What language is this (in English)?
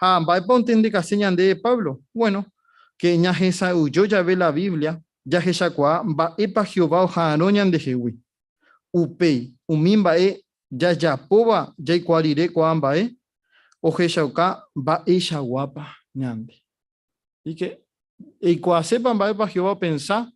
Guarani